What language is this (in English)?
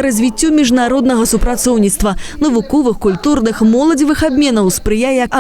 Belarusian